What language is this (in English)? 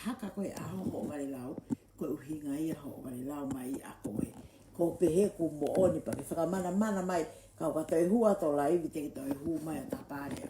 Tongan